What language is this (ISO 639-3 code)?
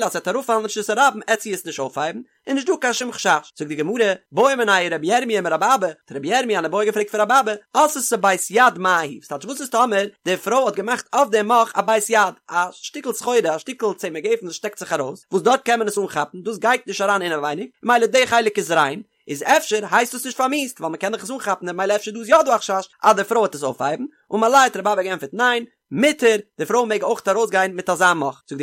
yid